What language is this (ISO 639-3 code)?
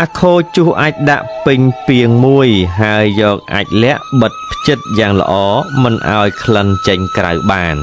khm